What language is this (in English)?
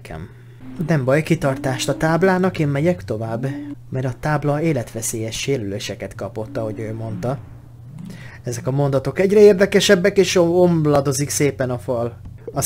Hungarian